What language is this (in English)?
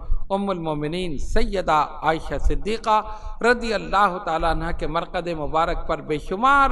Urdu